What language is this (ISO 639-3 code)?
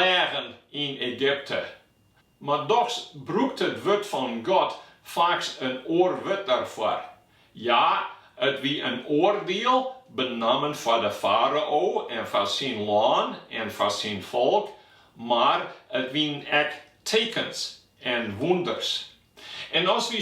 fry